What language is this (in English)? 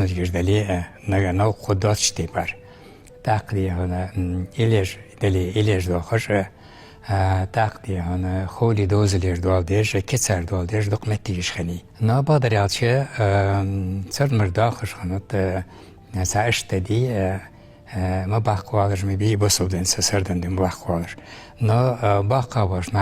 Ingush